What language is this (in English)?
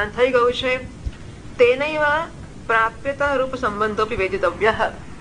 Gujarati